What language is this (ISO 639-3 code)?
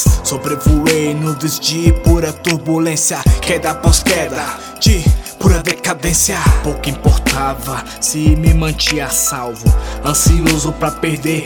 por